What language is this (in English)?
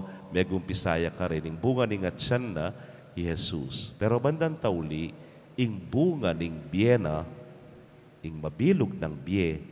Pampanga